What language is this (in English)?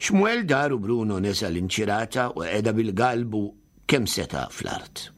Maltese